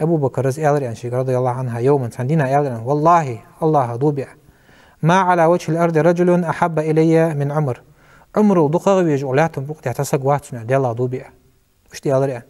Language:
Ingush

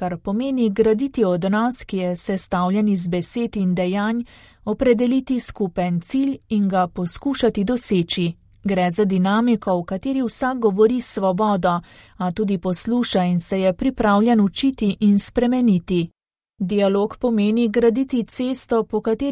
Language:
Slovenian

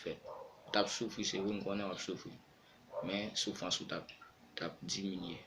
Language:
Haitian Creole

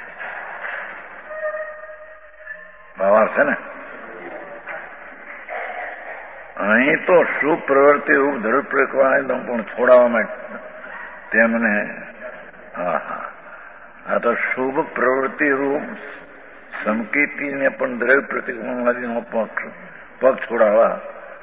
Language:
Gujarati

